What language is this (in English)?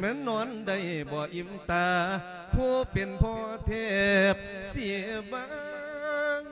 Lao